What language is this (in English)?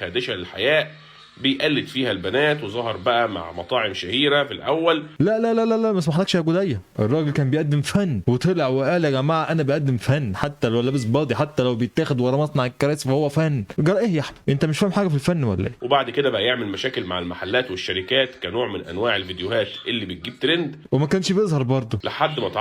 Egyptian Arabic